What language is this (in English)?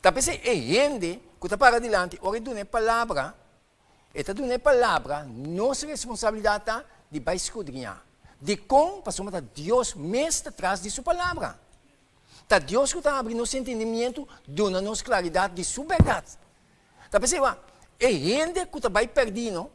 Papiamento